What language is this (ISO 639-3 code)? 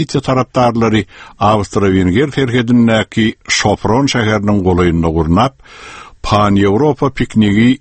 tuk